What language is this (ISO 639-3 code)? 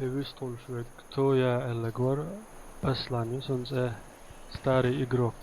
che